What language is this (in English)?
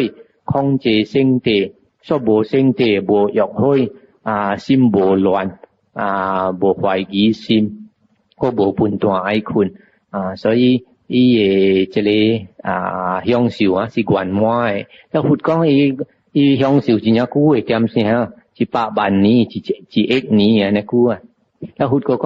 Min Nan Chinese